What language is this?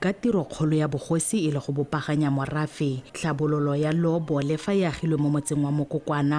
Tswana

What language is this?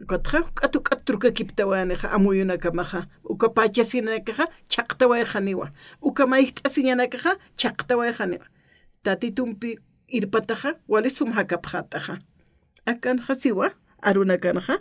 Aymara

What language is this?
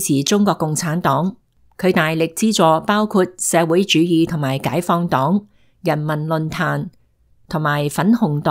Cantonese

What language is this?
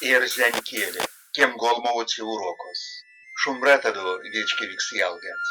Erzya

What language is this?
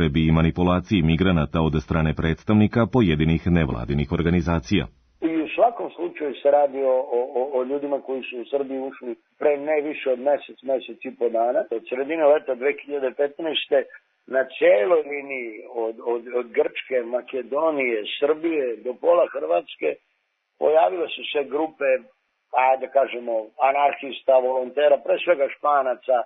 Serbian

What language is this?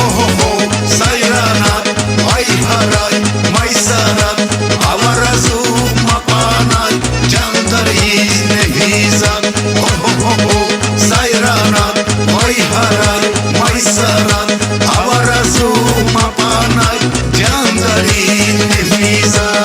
Tabassaran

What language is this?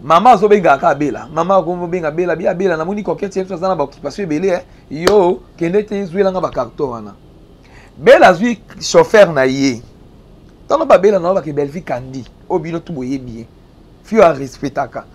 Lingala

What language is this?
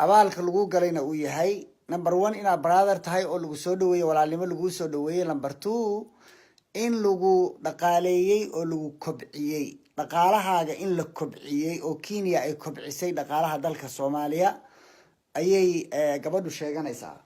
Somali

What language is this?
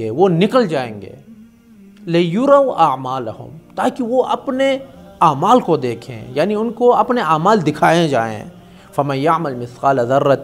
Urdu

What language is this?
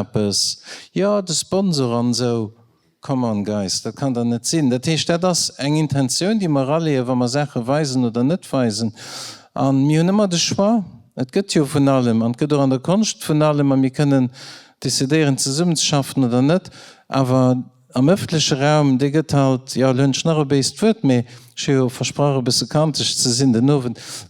Luxembourgish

